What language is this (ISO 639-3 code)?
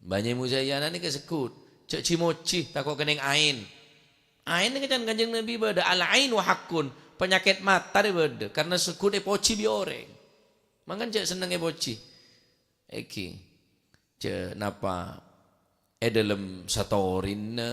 mad